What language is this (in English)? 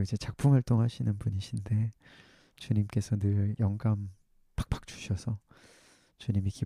Korean